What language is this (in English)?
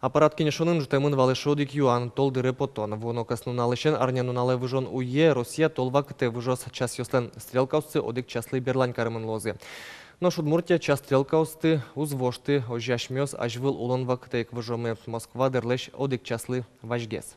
Udmurt